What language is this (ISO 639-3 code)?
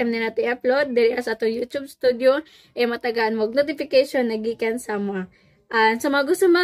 ceb